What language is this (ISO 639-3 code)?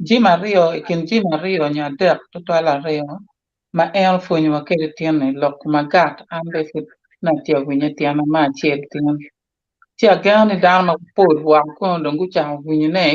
ach